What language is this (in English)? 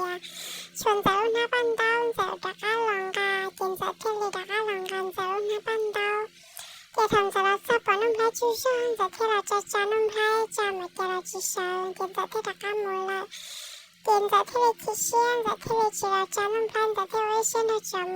Hmong